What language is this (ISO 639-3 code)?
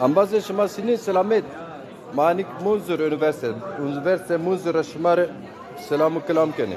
zza